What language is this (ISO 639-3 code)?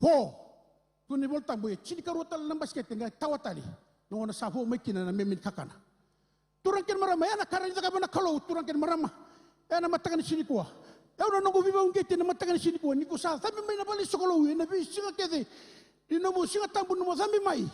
fij